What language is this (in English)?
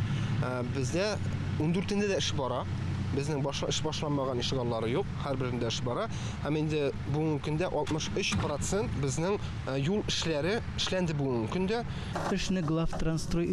Tatar